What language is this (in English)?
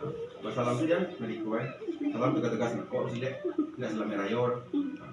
Minangkabau